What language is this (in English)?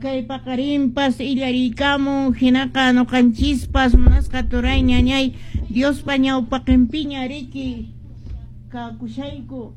Quechua